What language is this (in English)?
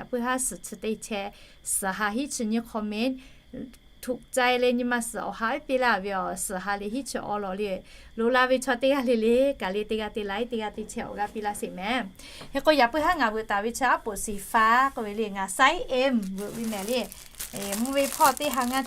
Lahu